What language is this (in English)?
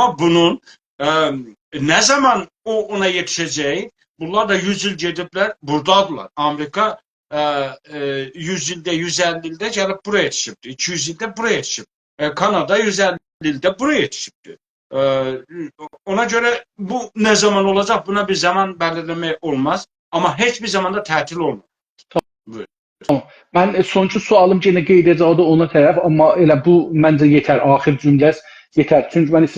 South Azerbaijani